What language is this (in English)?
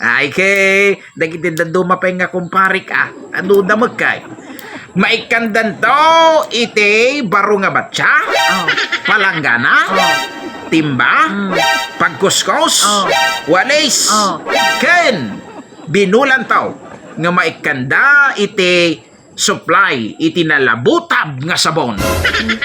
Iloko